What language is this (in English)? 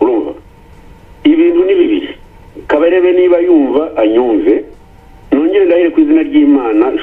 Kinyarwanda